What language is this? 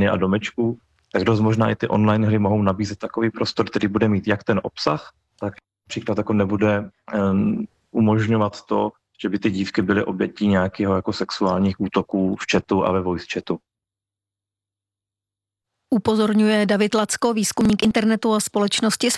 Czech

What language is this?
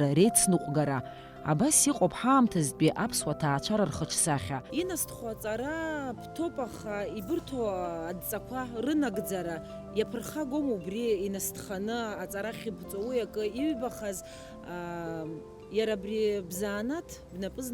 Abkhazian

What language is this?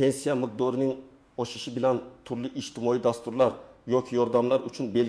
Uzbek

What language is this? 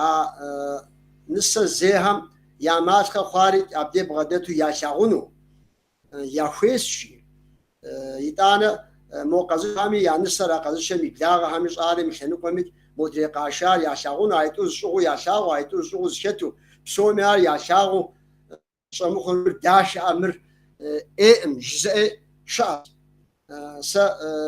Kabardian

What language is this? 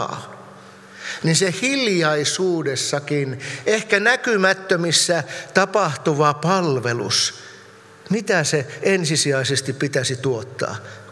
Finnish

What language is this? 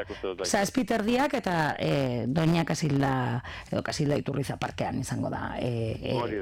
Basque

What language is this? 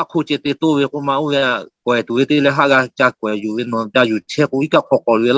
Lahu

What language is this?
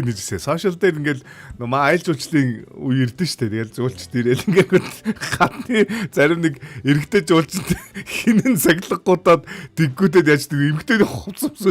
Mongolian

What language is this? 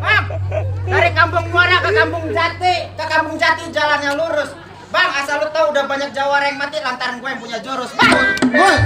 Betawi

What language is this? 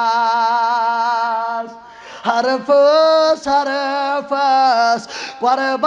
Kashmiri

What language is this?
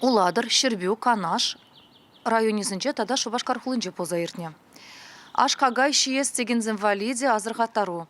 Chuvash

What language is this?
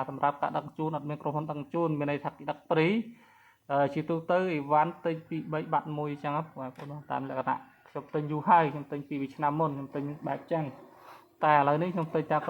Khmer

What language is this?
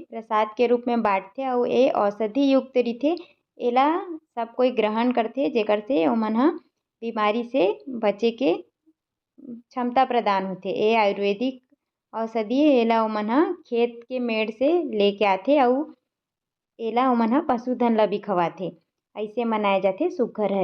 Chhattisgarhi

